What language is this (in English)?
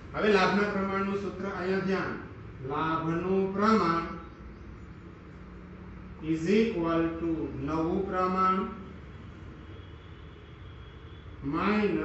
Gujarati